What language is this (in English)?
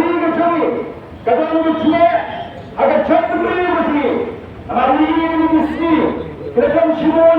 Khasi